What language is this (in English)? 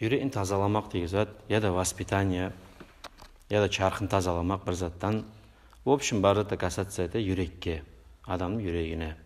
Kumyk